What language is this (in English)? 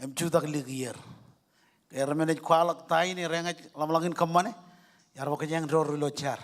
Marshallese